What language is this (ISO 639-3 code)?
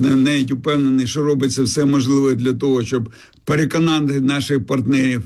ukr